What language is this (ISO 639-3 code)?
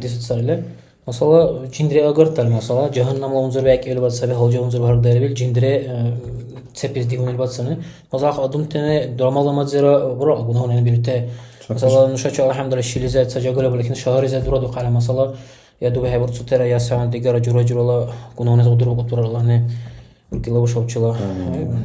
dar